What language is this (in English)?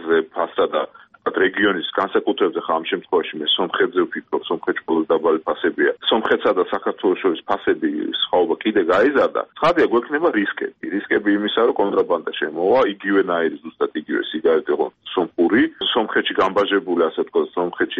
Georgian